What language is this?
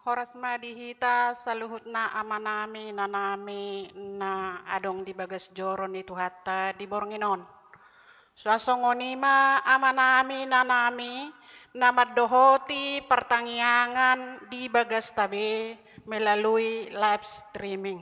Batak Toba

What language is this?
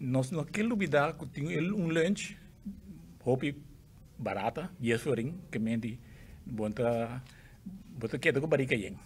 Papiamento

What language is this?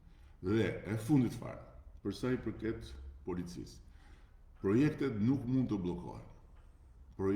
Albanian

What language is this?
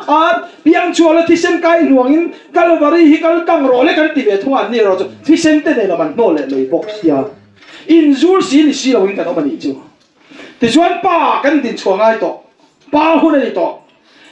Mizo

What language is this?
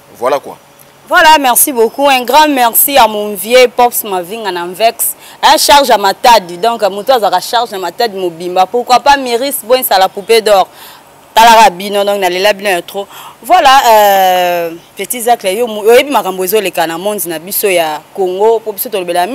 Lingala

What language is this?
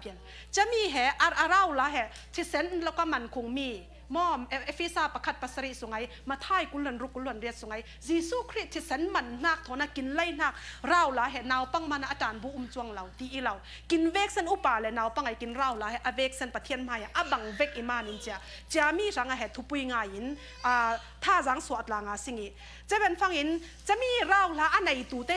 Falam Chin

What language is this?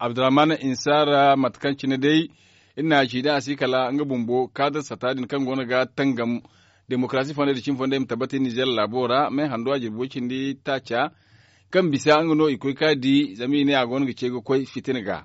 Zarma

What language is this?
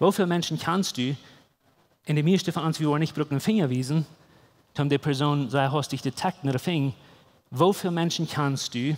Plautdietsch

